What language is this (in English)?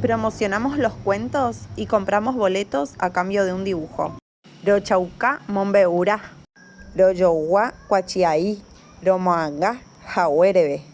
Mbyá Guaraní